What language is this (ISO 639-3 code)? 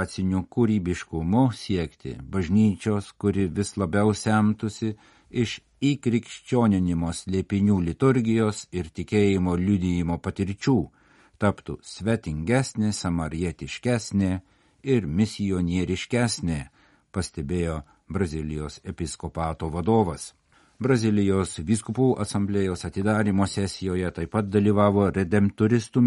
lit